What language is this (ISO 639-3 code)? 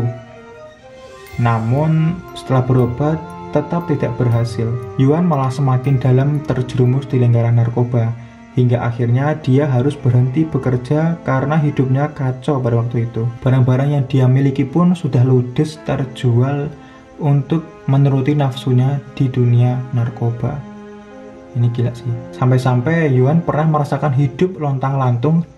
ind